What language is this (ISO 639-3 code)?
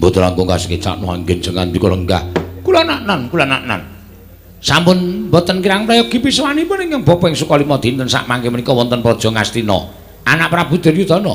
jav